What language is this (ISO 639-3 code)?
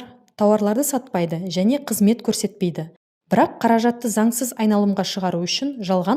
kaz